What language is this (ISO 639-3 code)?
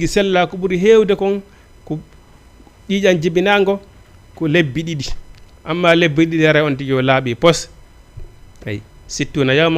ful